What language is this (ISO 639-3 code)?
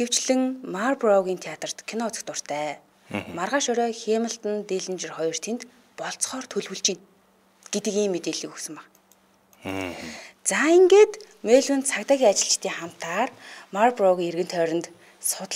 mon